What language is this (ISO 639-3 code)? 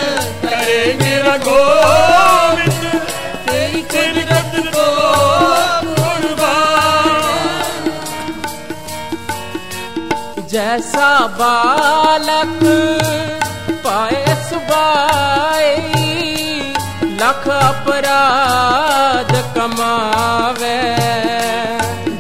pan